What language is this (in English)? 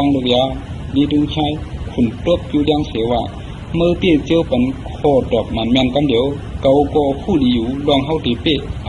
Shan